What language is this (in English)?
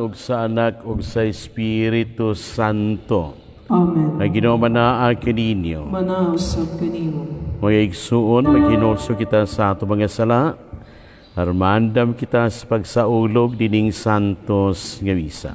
Cebuano